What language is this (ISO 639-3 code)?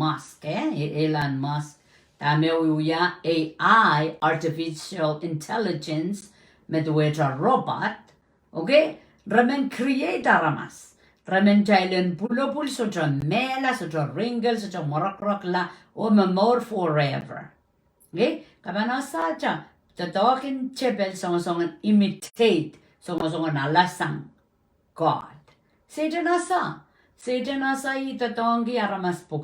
pon